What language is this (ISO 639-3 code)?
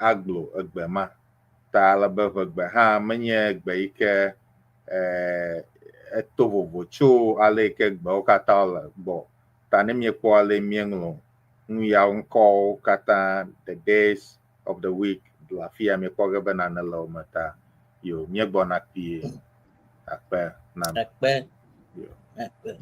ewe